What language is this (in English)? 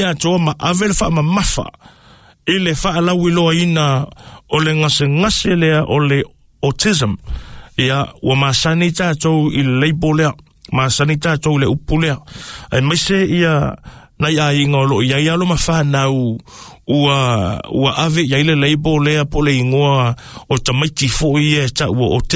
Samoan